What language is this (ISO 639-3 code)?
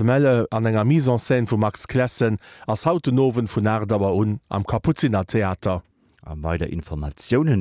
ltz